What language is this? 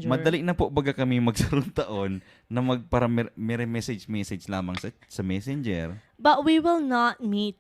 Bikol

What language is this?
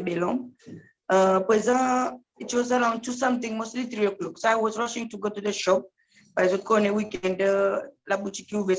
Seselwa Creole French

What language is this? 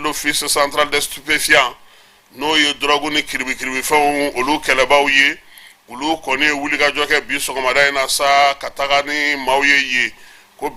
Bambara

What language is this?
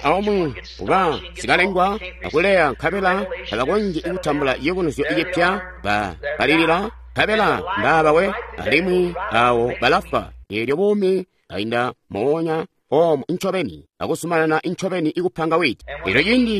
Tonga (Zambia)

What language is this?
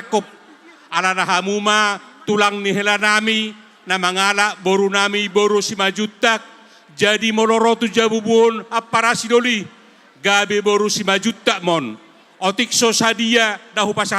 Batak Toba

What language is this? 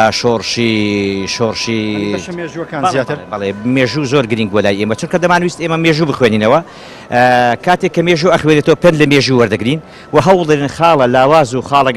Central Kurdish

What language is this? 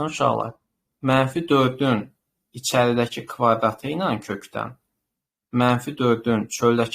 Azerbaijani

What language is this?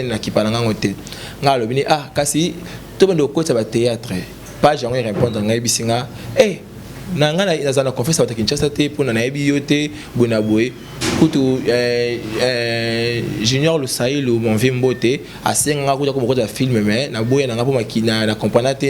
Lingala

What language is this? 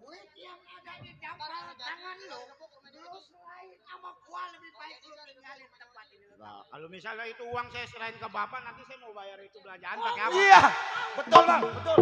Betawi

